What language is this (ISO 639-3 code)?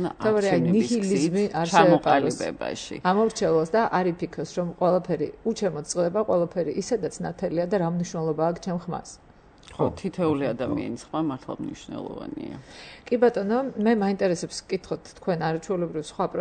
kat